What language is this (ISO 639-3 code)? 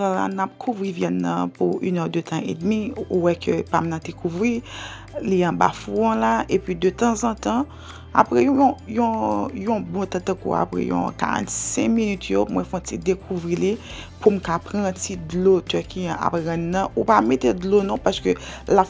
hat